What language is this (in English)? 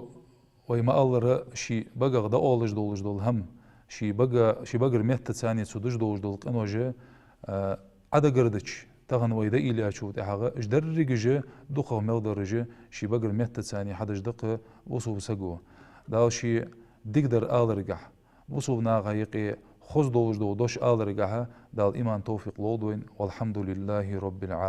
Ingush